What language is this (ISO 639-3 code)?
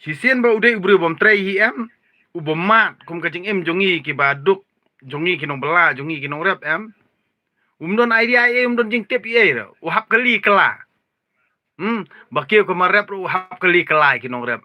kha